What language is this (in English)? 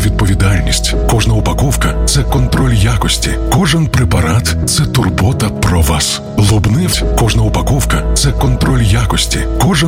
Ukrainian